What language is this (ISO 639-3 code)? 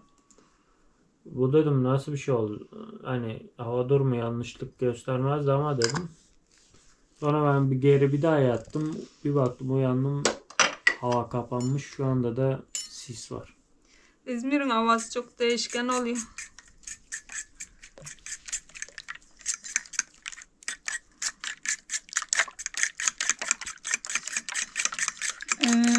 tur